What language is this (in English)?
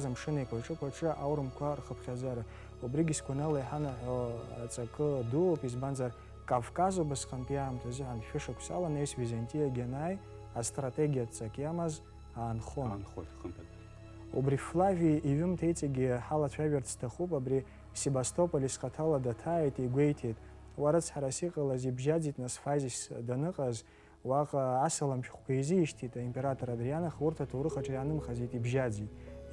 Abkhazian